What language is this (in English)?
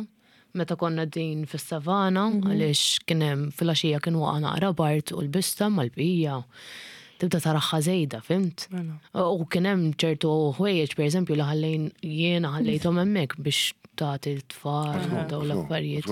Maltese